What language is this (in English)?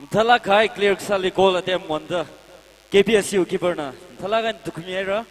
Tangkhul Naga (India)